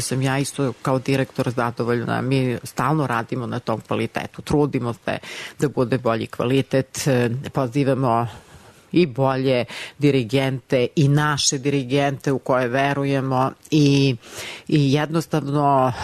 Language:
Serbian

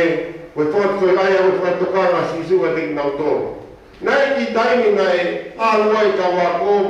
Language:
Tongan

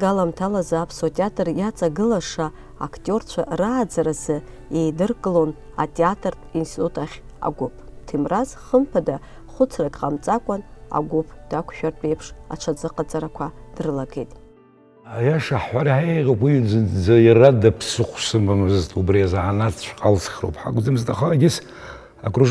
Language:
Abkhazian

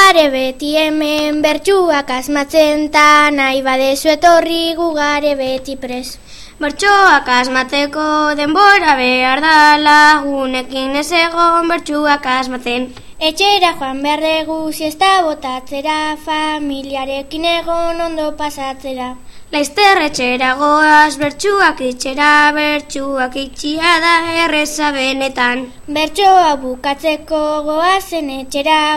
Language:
Basque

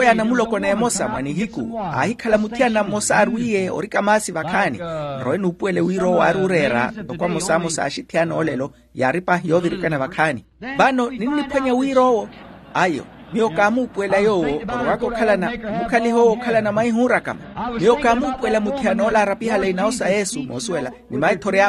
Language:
Makhuwa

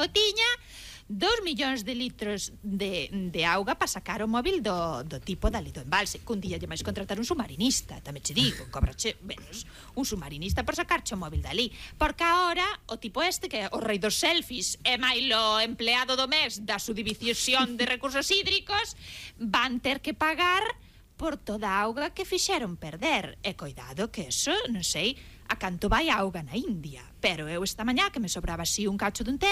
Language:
Galician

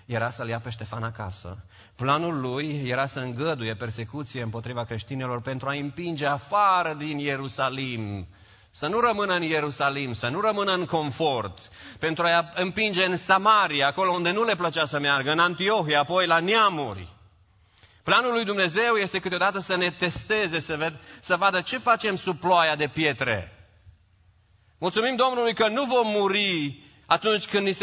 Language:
Romanian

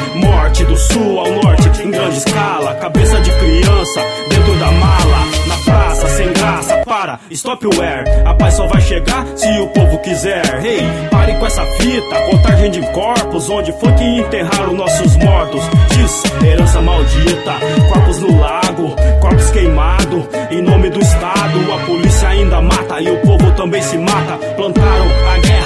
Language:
Portuguese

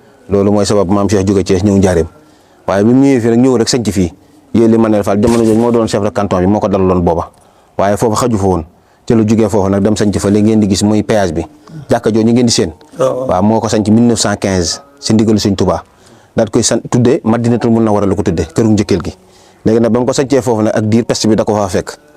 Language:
Wolof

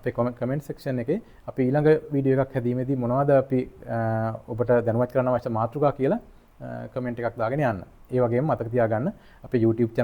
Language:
Sinhala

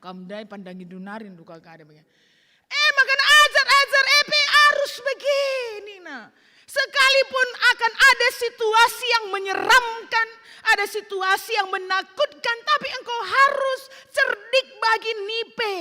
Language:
Batak Karo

